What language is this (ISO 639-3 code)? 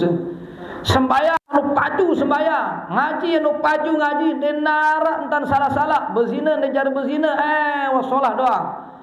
sas